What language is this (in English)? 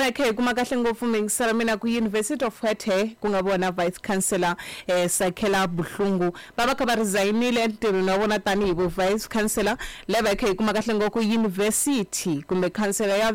Tsonga